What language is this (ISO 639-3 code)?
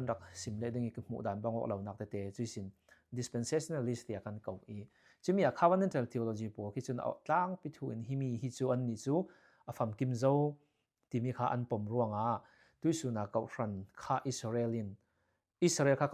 cfm